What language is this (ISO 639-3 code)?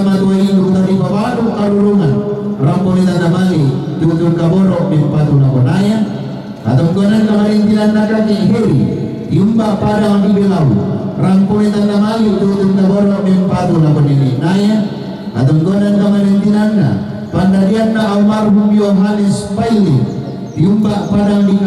sda